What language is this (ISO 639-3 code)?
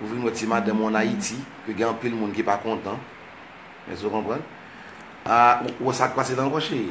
hat